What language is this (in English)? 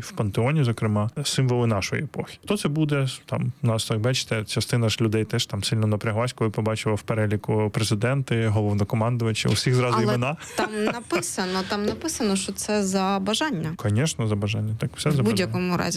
Ukrainian